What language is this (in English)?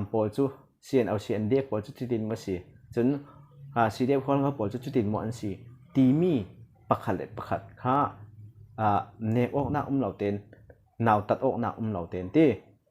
Falam Chin